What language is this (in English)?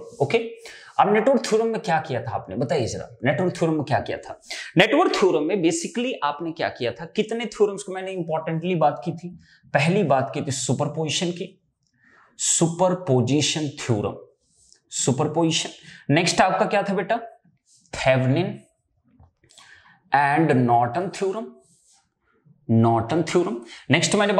Hindi